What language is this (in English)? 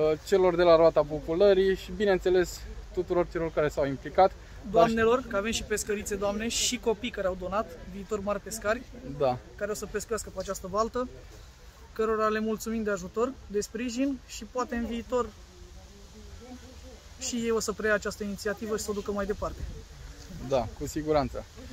Romanian